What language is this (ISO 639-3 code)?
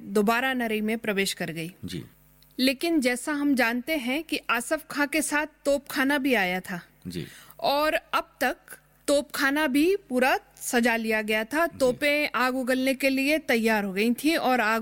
hin